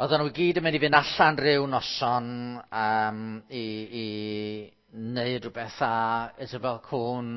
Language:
Welsh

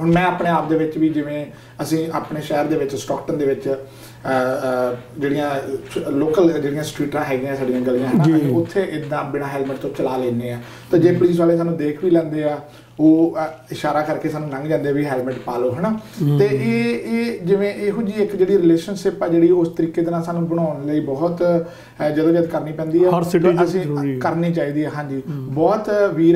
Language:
Punjabi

